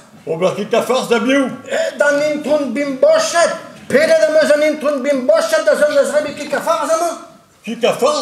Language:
Breton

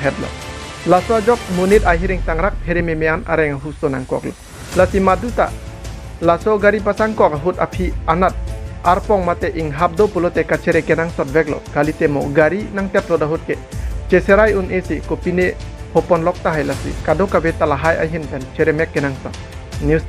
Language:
Karbi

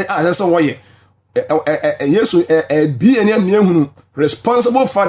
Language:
Akan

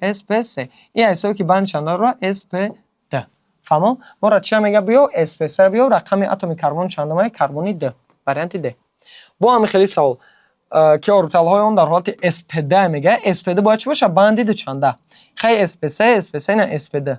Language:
Tajik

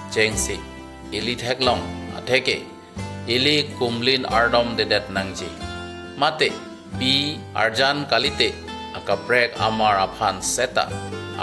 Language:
Karbi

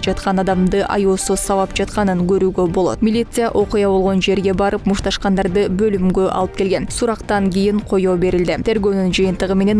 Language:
Kyrgyz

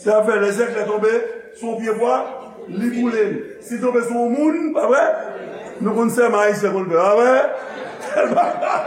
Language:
Haitian Creole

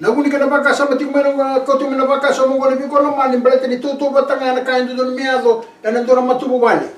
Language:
Fijian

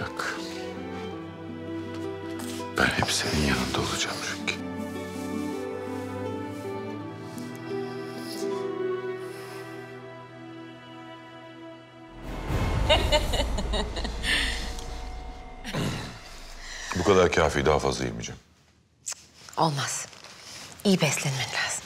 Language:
Turkish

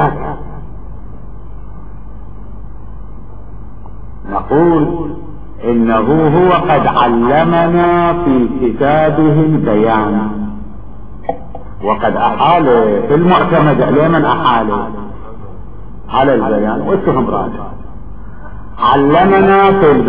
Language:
Arabic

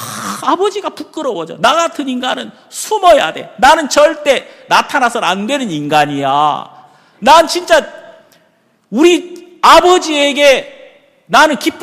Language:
Korean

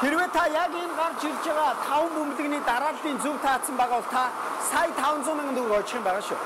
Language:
Mongolian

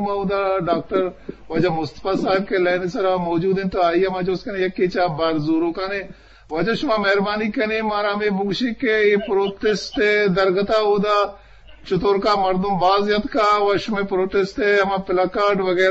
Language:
Eastern Balochi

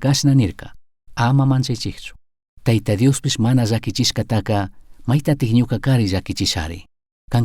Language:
Chimborazo Highland Quichua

